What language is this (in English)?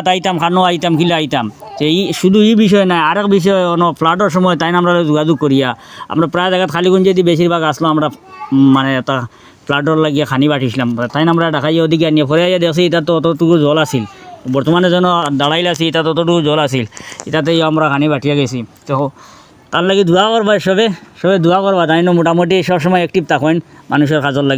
Sylheti